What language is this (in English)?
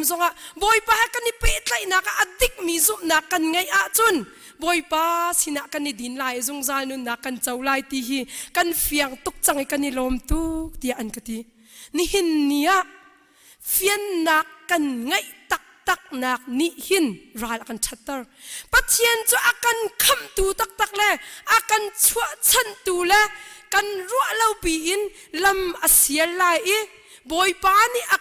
Hakha Chin